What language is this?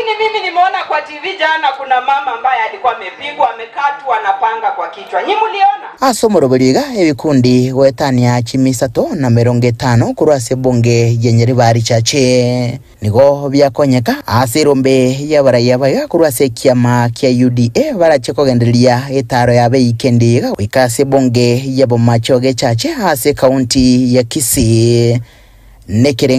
Gusii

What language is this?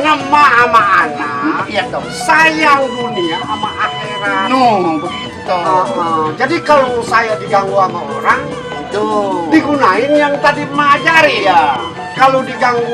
Betawi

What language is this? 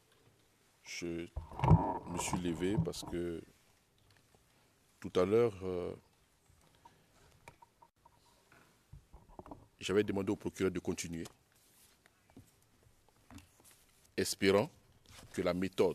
French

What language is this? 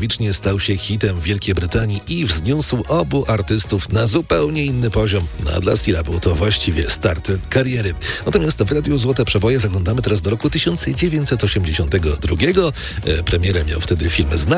Polish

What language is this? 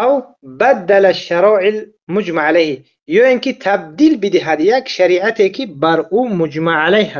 Tajik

